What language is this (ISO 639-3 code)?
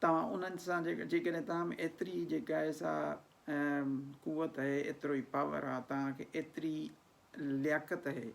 snd